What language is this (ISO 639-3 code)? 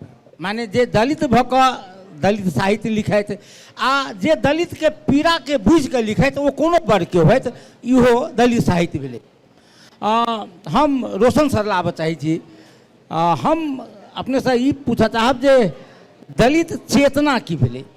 mai